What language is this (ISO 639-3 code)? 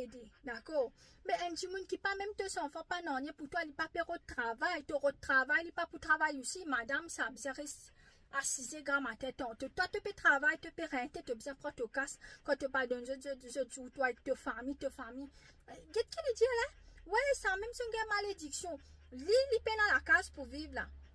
mfe